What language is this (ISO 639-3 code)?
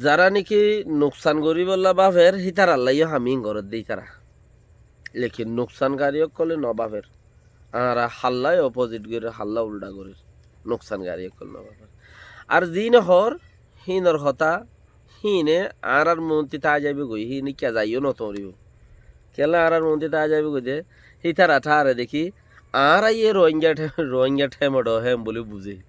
rhg